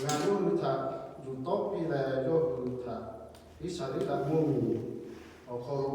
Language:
Lahu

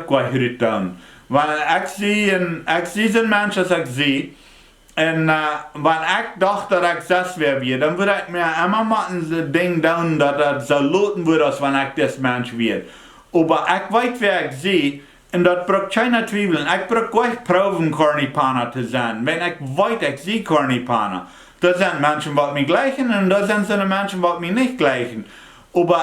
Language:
Plautdietsch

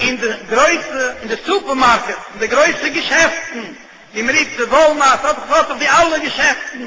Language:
Yiddish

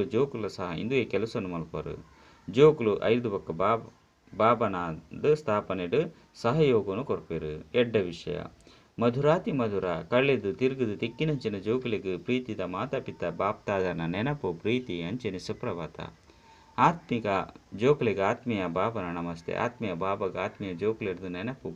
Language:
Tulu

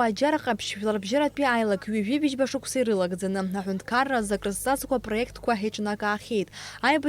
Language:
Abkhazian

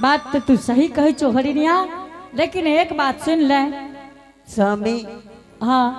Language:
Angika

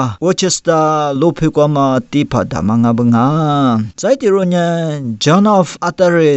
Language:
Lisu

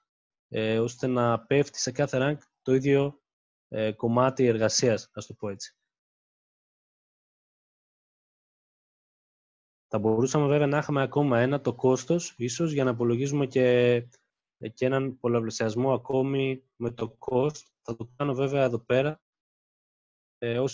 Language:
Greek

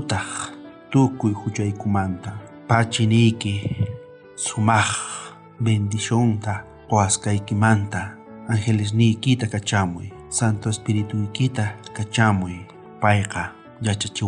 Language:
South Bolivian Quechua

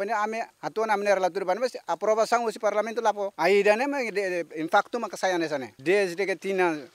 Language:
Tetum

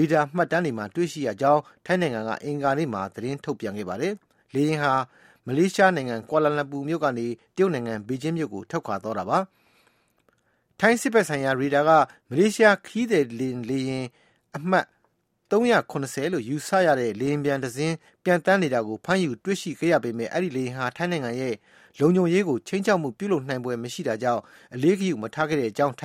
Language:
Burmese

